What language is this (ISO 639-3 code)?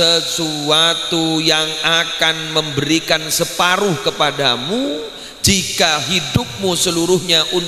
mad